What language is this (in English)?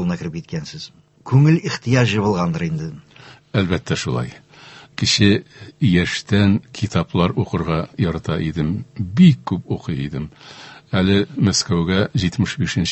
Tatar